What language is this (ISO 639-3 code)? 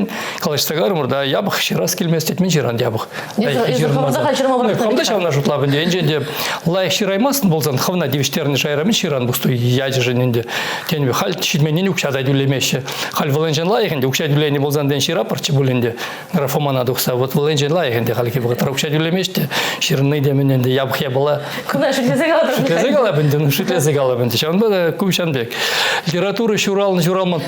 chv